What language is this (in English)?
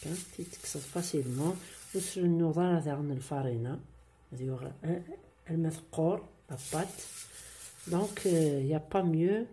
Kabyle